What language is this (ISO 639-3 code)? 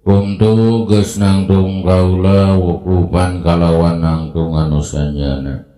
sun